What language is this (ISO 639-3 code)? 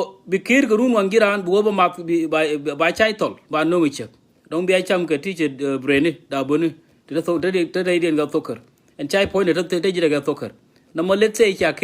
nus